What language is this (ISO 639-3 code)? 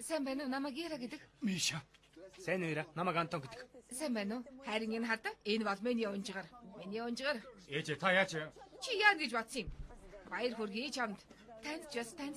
mon